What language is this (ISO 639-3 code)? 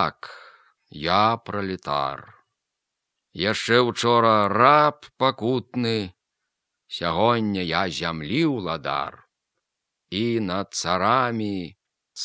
bel